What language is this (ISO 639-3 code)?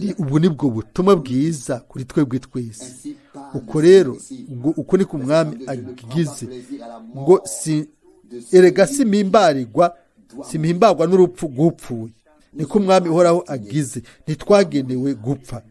run